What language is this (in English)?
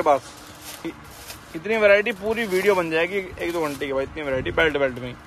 Hindi